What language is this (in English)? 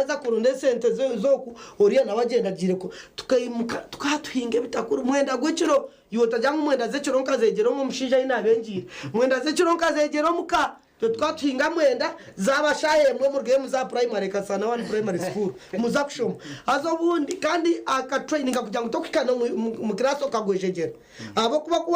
Nyankole